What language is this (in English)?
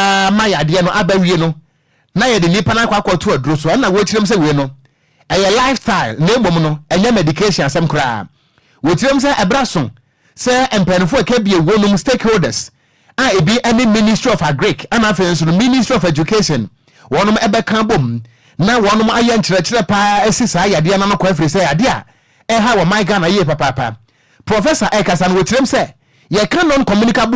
Akan